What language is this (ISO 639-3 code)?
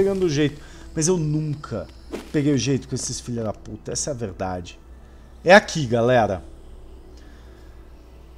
por